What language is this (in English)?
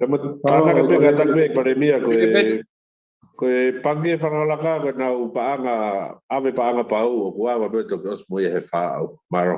Tongan